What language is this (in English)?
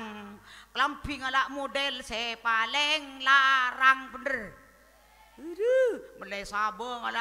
Madurese